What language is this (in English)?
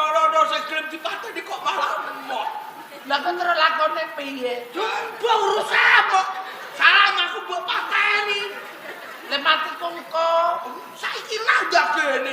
Javanese